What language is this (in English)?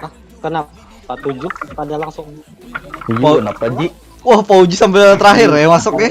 Banjar